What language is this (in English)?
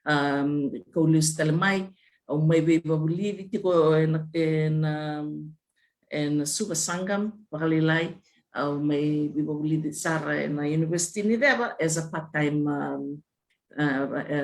Fijian